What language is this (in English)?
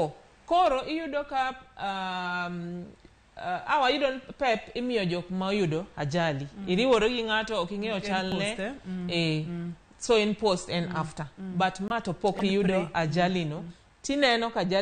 Luo (Kenya and Tanzania)